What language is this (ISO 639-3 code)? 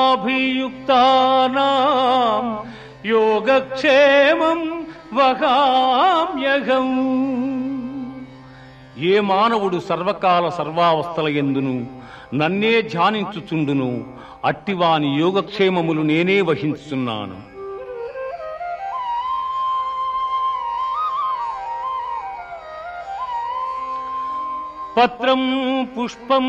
tel